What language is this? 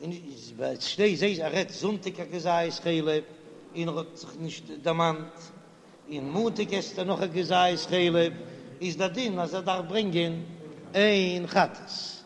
Yiddish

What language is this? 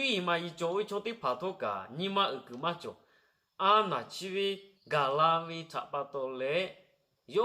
Lahu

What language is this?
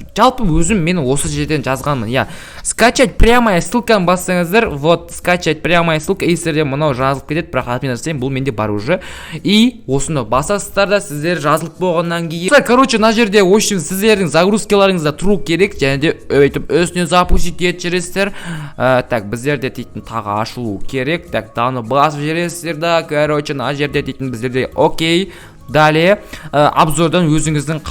Kazakh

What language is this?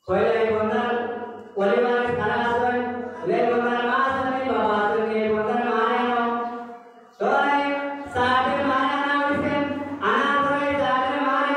Sylheti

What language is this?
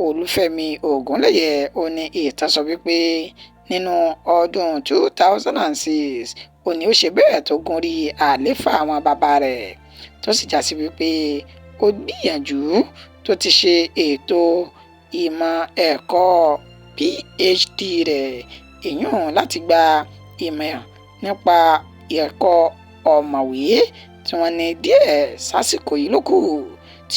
Yoruba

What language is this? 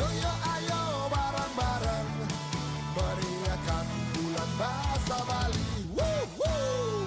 Balinese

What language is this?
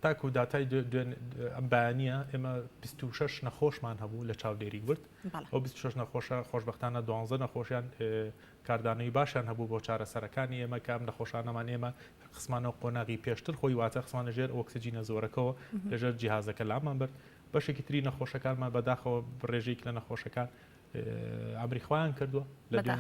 Central Kurdish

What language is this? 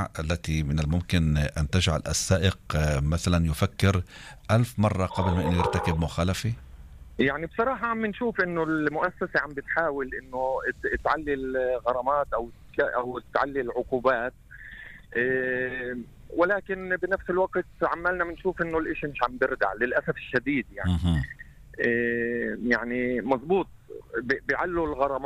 North Levantine Arabic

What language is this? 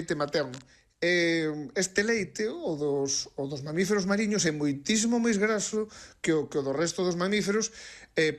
Galician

